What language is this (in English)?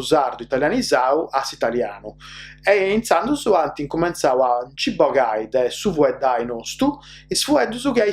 Sardinian